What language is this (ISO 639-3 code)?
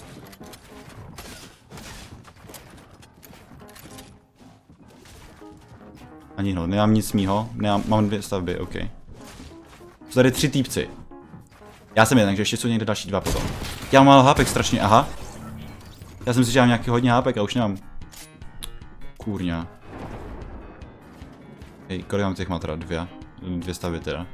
ces